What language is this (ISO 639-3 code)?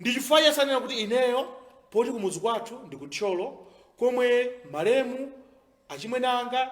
nya